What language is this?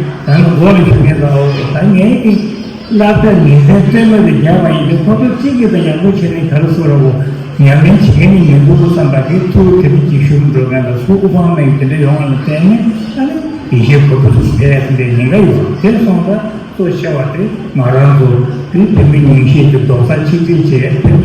Tibetan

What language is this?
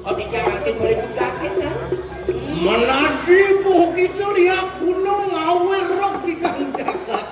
Balinese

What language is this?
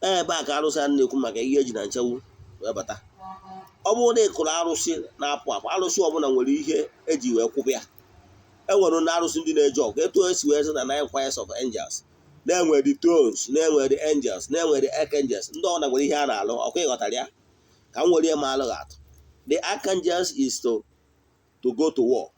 Igbo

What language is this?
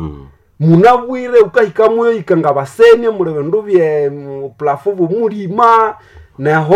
Nande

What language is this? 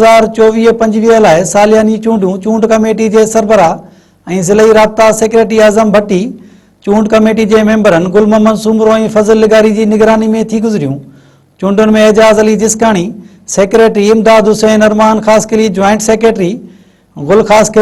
Sindhi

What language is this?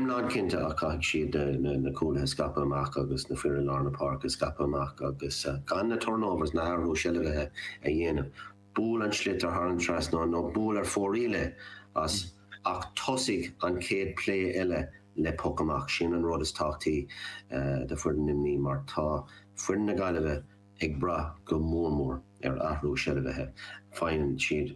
Irish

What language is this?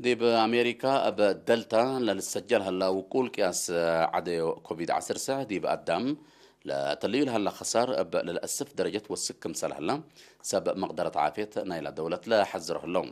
Tigre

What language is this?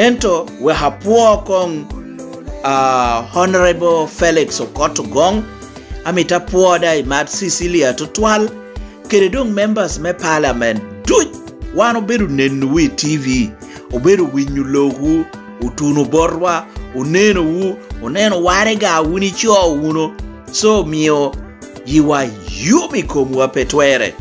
Lango (Uganda)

